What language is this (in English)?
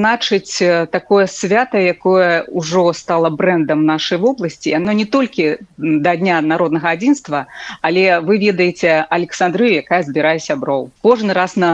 Belarusian